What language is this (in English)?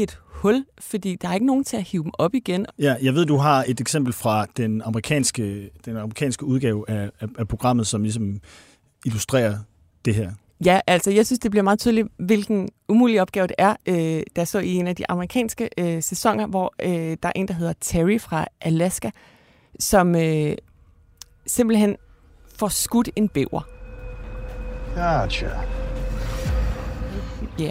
Danish